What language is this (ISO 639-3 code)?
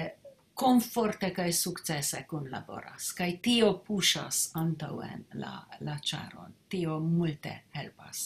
epo